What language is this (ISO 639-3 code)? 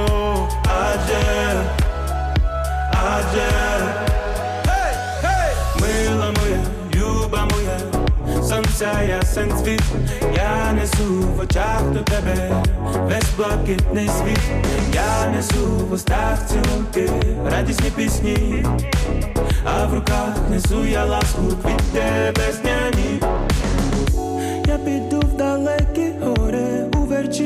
ukr